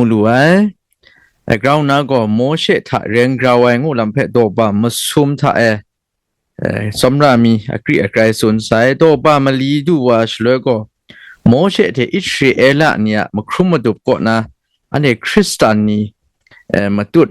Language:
Kachin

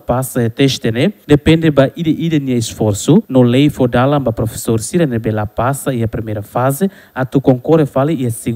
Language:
Tetum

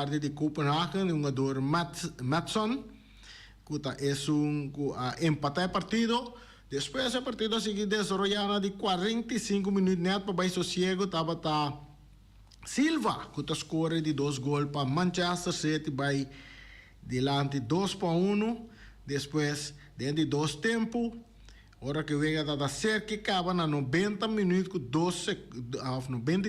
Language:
Papiamento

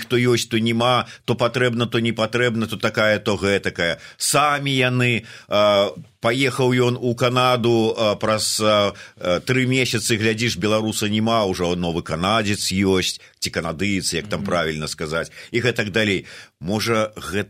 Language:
Belarusian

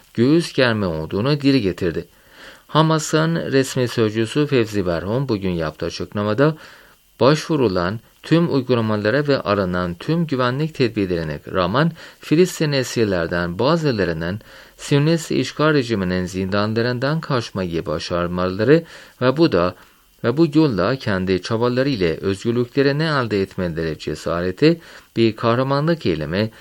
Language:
Turkish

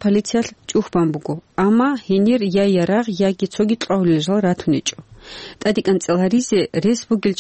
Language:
Avaric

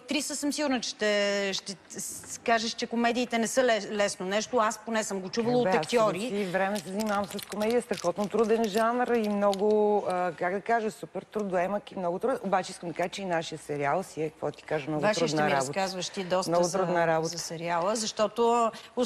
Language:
Bulgarian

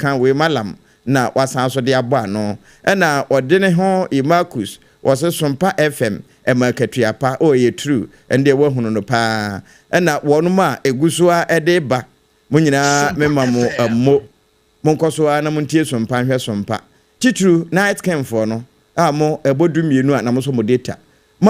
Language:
Akan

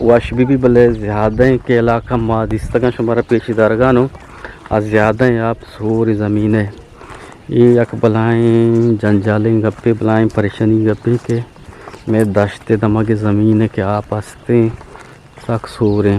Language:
Eastern Balochi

